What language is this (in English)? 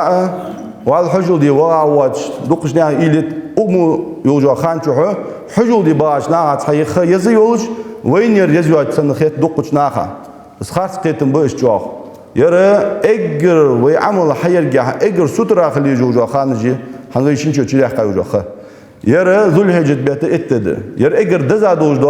Ingush